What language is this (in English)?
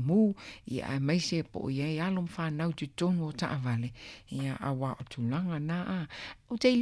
Samoan